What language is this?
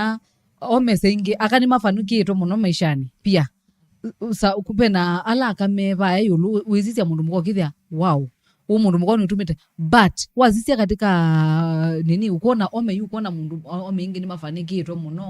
Kamba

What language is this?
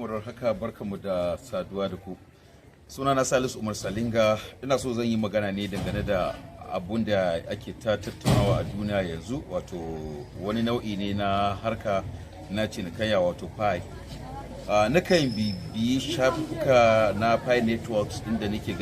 Hausa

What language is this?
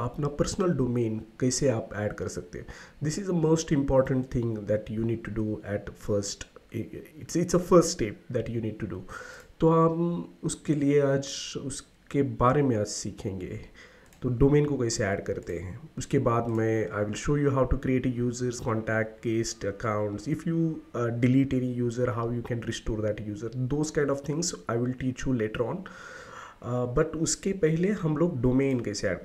Hindi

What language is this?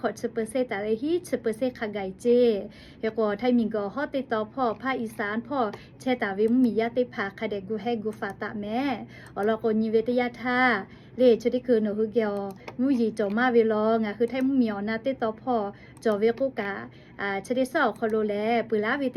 Lahu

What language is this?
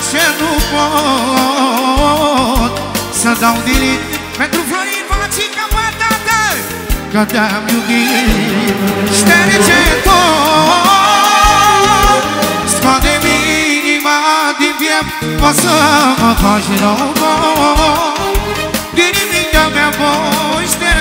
Romanian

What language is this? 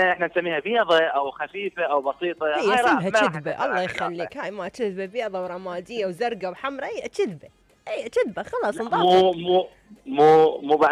Mesopotamian Arabic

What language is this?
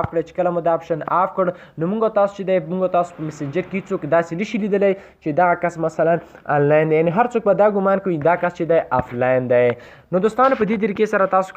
Pashto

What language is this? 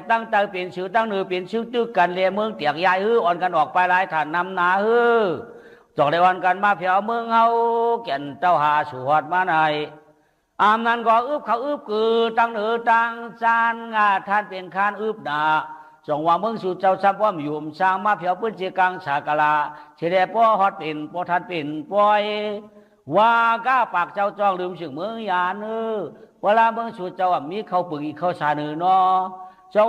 Shan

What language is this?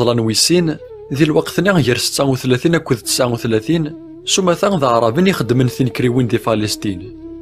Kabyle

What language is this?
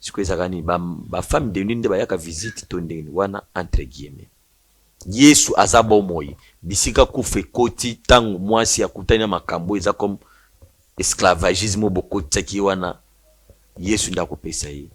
Lingala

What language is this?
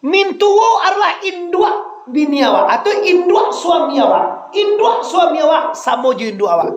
Minangkabau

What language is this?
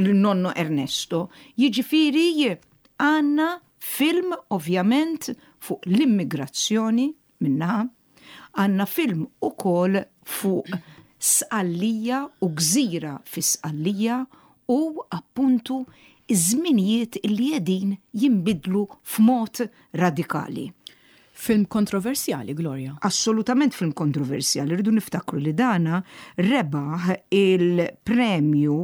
Maltese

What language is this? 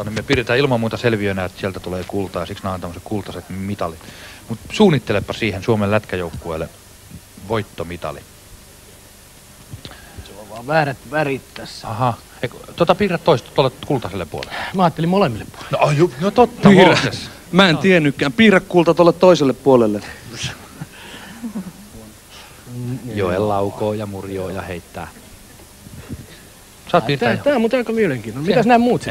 Finnish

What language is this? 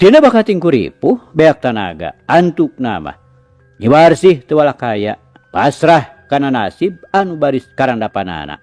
Sundanese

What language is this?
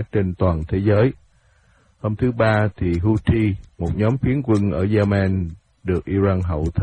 Vietnamese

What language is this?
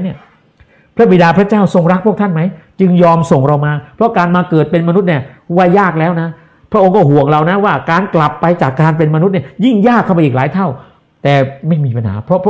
Thai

